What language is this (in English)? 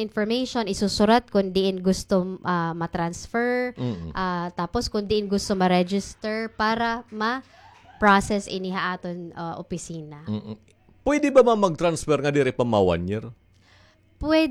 Waray